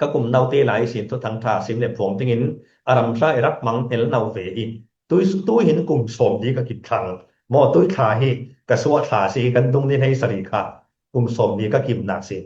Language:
Falam Chin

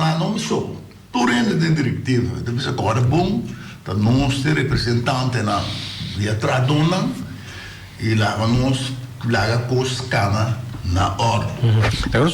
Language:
Papiamento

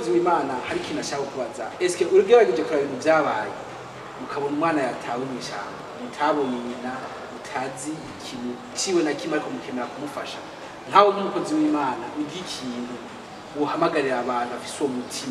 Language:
Rundi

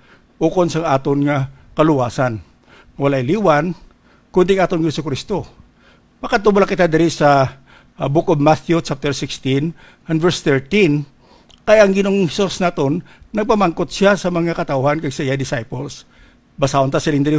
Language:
Hiligaynon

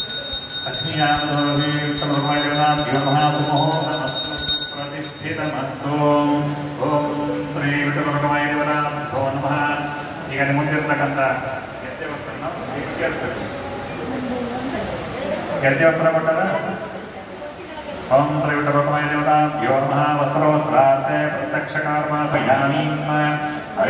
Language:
Kannada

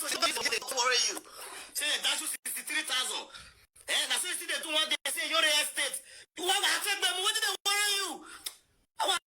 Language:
Nigerian Pidgin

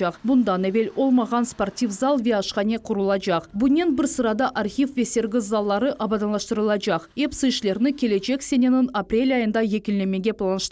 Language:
Crimean Tatar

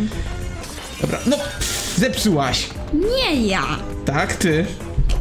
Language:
Polish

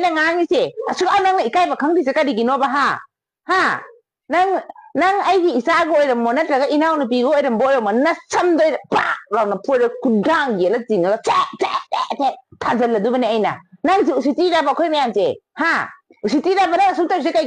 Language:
Manipuri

